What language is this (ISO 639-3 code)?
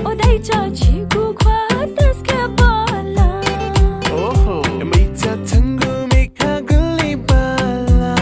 new